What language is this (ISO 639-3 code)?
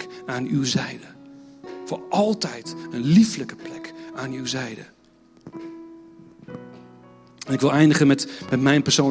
nld